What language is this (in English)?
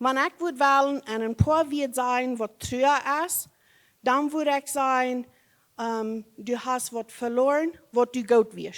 Plautdietsch